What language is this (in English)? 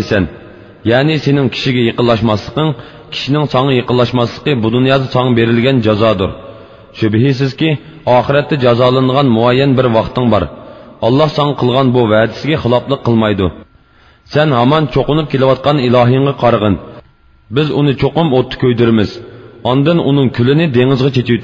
Uyghur